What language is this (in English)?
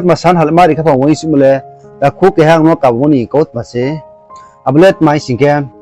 Riang (India)